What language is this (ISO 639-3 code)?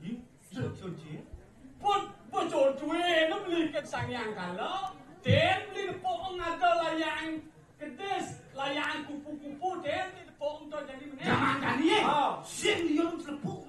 ban